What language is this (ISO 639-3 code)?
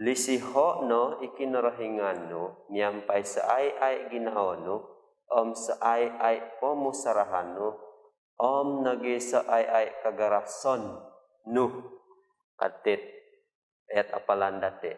dtp